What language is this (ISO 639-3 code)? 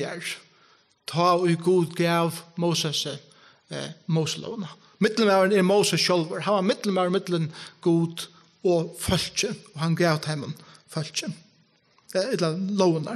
fao